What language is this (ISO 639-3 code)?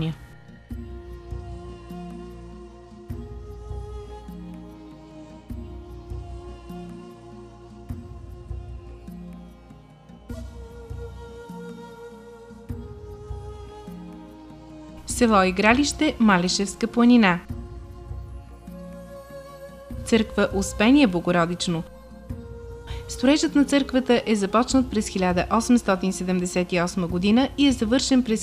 bul